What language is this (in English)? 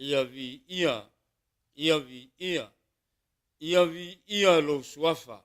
Samoan